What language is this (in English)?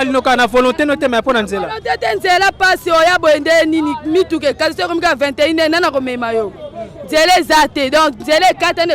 Lingala